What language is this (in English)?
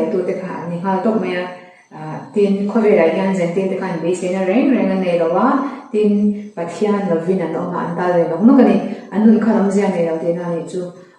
Mizo